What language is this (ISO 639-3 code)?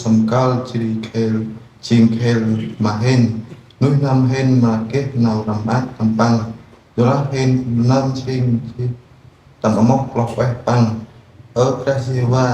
cmo